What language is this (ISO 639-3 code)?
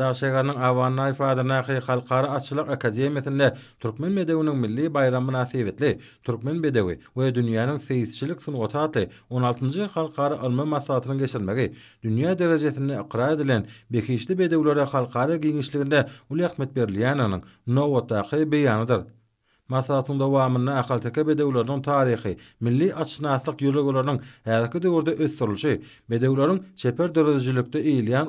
tuk